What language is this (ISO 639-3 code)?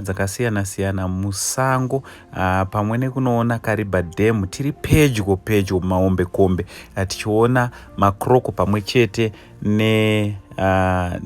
sna